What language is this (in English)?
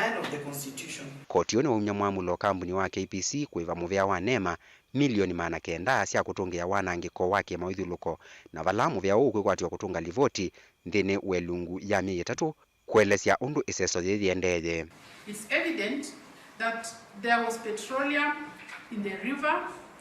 Kamba